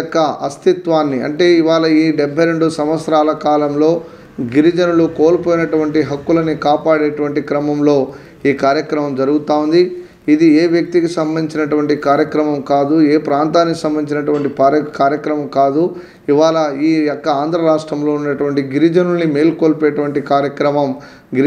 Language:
Telugu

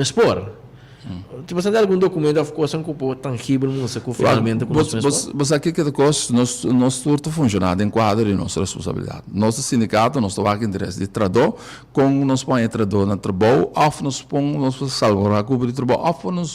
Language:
Papiamento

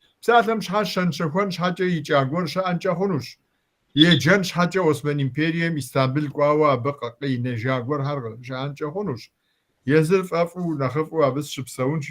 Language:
Kabardian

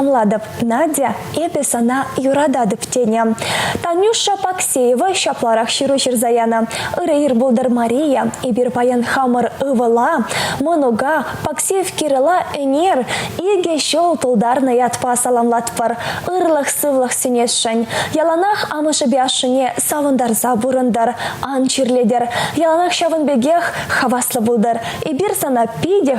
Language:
Chuvash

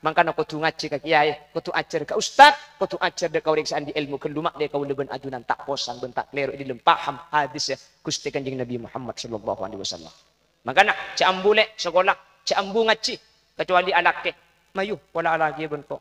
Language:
Madurese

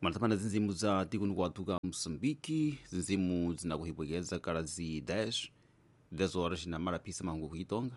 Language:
Tsonga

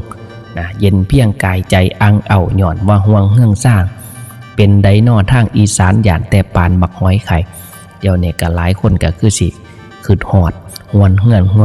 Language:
Northeastern Thai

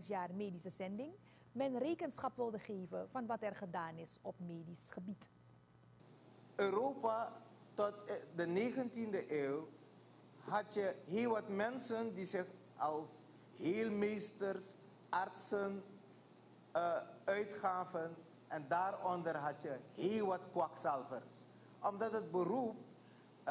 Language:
Dutch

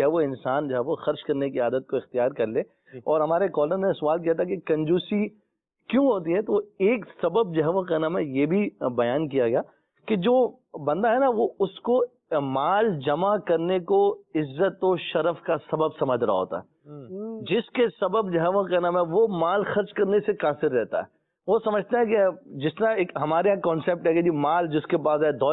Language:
Urdu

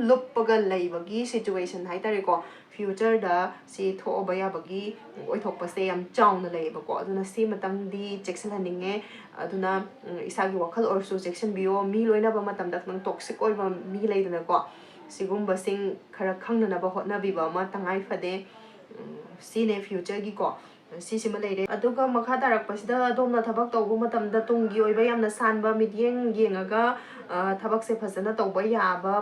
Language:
Manipuri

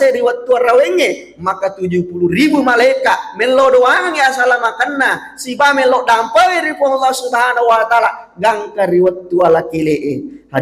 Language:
Buginese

